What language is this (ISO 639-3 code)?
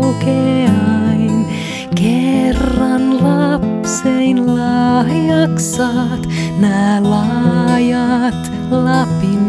fin